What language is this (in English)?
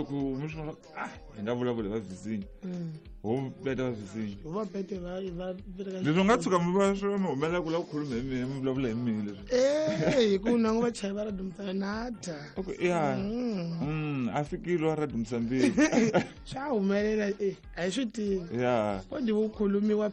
Tsonga